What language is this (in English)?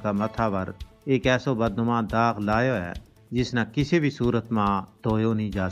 Gujari